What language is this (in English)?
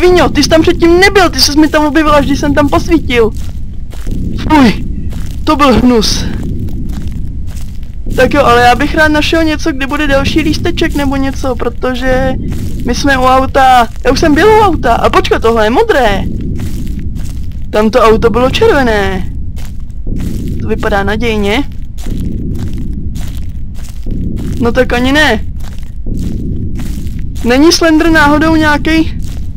Czech